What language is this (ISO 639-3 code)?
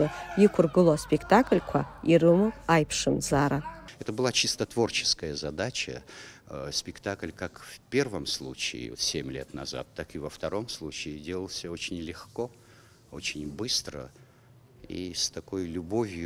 abk